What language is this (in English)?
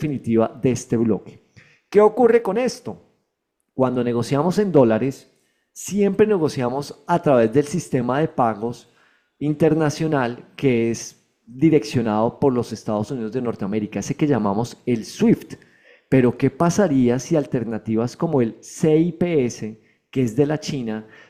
Spanish